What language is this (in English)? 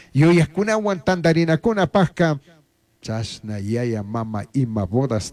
Chimborazo Highland Quichua